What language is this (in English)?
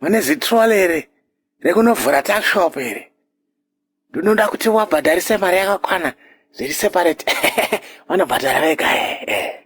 Shona